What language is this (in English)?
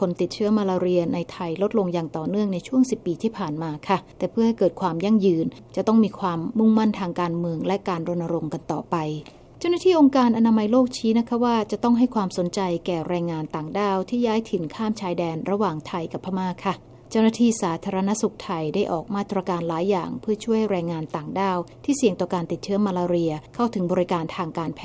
Thai